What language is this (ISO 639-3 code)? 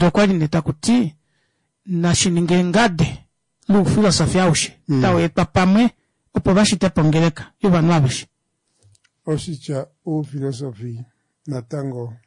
kua